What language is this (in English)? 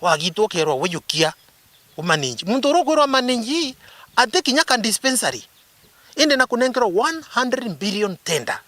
Meru